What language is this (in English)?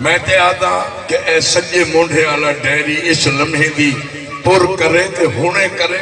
Saraiki